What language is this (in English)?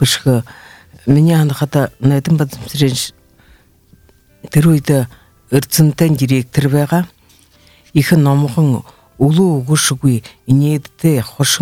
Buriat